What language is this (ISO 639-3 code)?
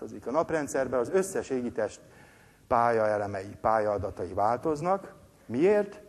hun